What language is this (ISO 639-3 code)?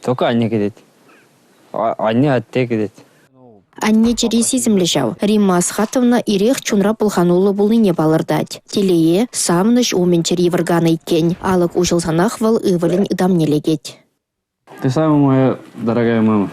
chv